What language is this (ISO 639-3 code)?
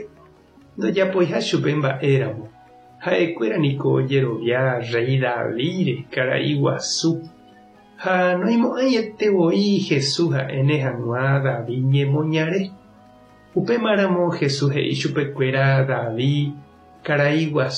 grn